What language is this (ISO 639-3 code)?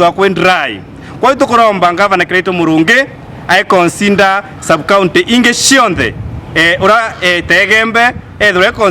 mer